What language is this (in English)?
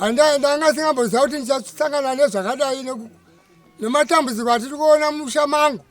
Shona